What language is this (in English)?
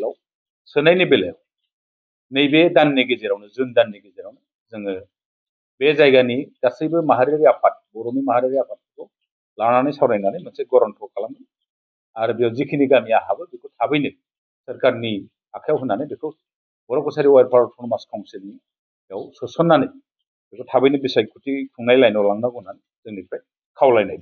Bodo